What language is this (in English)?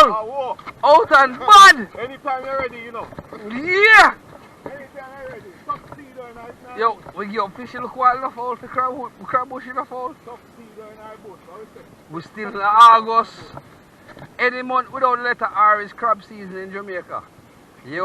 Jamaican Creole English